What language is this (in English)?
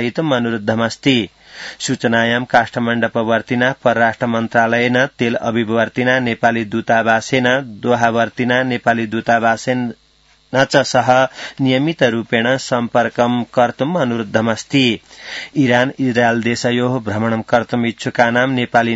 Sanskrit